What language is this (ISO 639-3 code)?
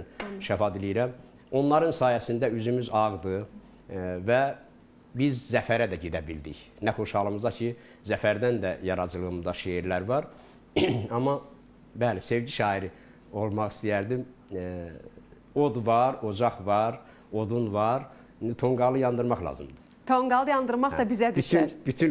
aze